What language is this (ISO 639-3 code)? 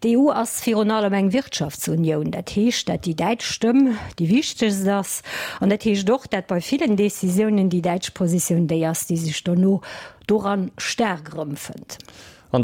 ltz